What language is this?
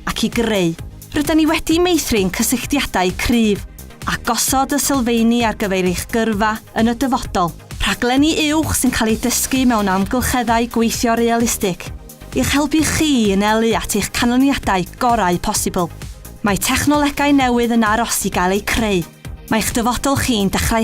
Welsh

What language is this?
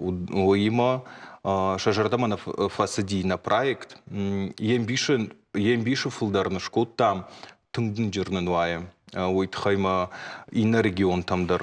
Ossetic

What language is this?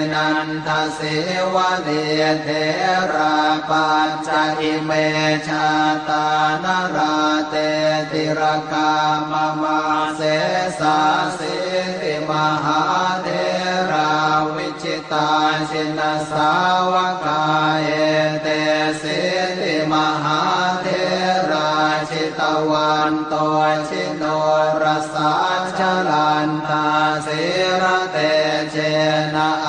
Pali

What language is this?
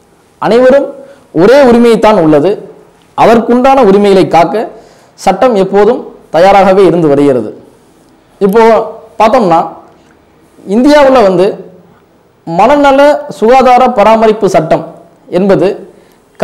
Tamil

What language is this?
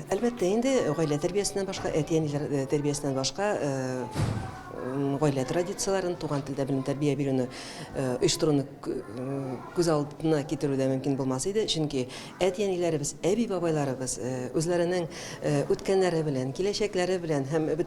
Tatar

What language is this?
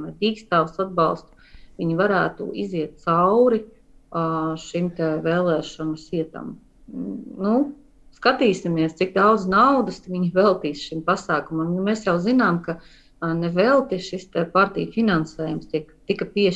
Latvian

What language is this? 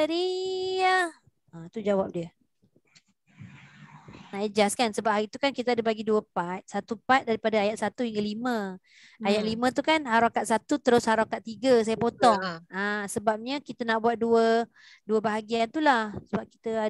Malay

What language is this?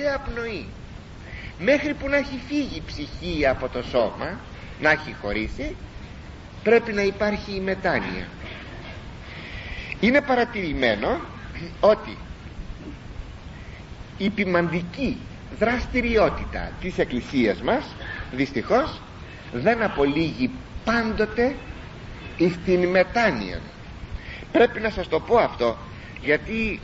Greek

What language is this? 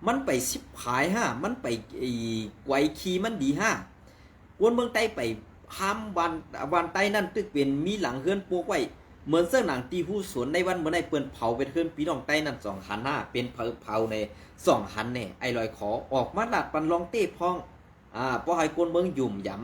Shan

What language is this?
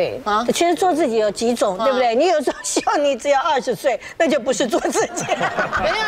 Chinese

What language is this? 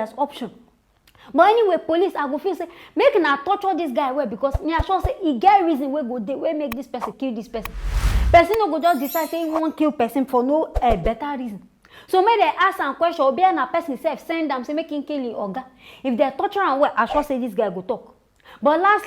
Nigerian Pidgin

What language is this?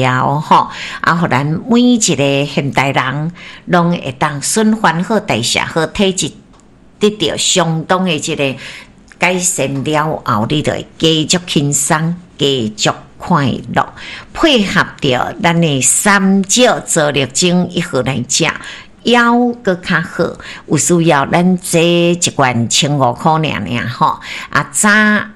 Min Nan Chinese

